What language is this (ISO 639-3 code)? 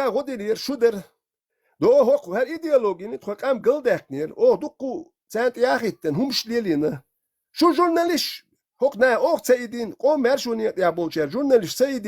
che